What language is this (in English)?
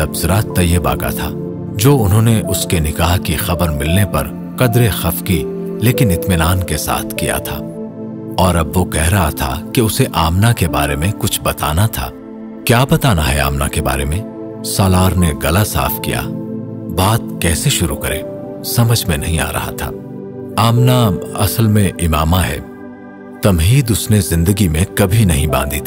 Urdu